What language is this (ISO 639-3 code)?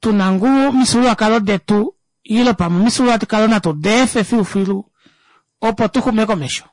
kua